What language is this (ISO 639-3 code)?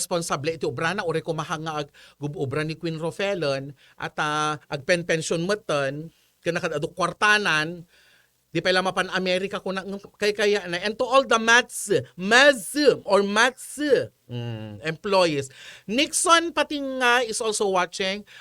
ilo